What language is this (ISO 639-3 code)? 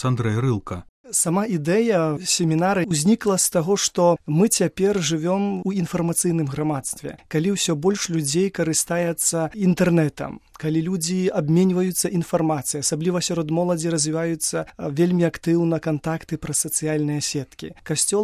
bel